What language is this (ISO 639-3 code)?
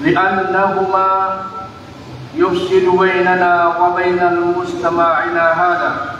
mrw